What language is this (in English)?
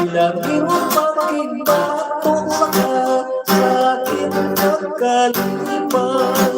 Hiligaynon